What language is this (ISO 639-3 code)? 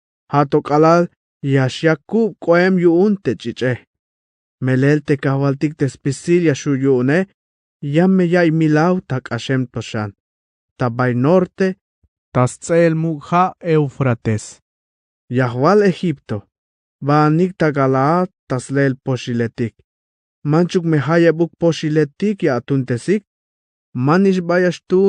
tzh